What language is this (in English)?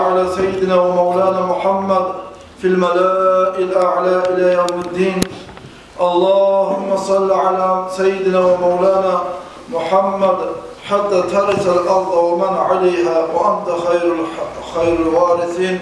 Kumyk